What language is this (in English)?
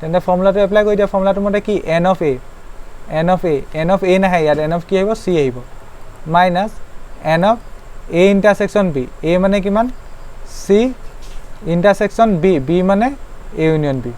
Assamese